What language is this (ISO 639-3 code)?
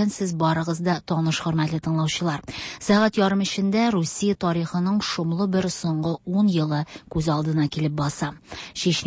tat